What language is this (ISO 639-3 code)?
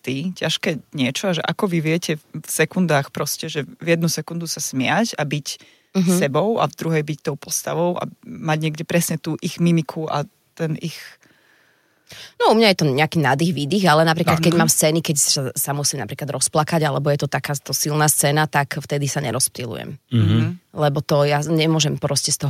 slk